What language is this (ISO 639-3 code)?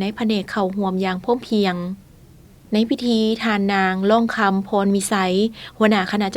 lao